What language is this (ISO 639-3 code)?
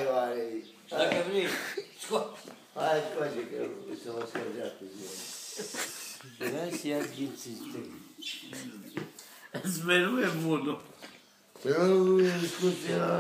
ron